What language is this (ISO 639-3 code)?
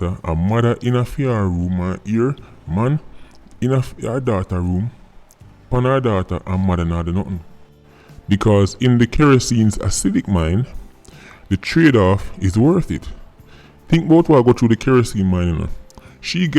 jam